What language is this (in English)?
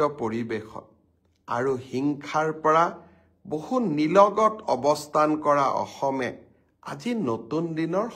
Assamese